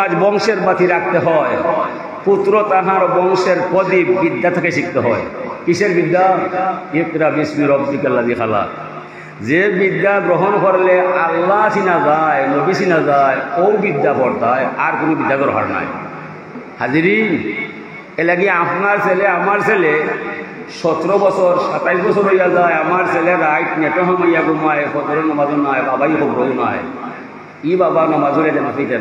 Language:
Sylheti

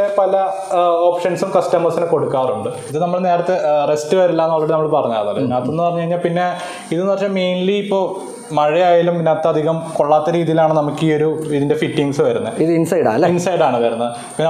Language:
Malayalam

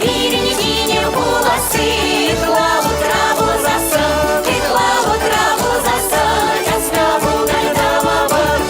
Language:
Chuvash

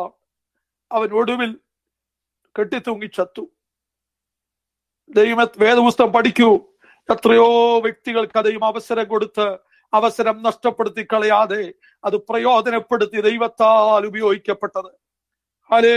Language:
Malayalam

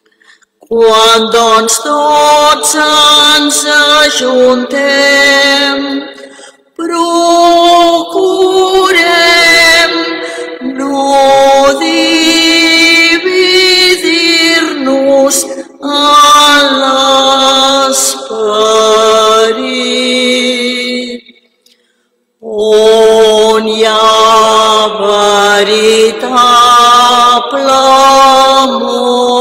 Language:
Catalan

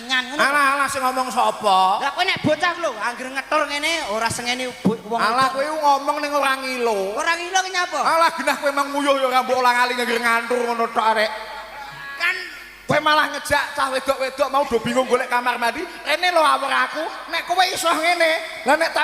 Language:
Javanese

